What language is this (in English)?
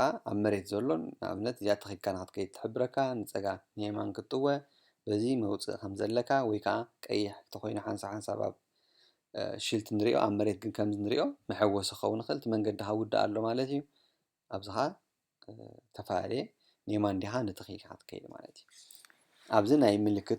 Tigrinya